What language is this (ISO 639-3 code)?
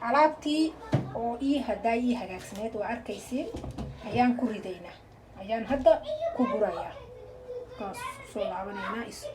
som